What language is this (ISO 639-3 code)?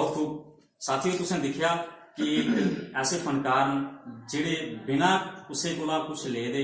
doi